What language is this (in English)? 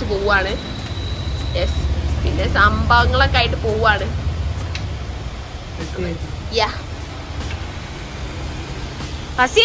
Malayalam